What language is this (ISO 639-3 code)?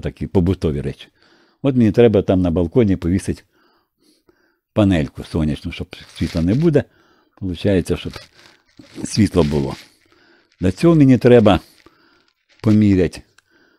ukr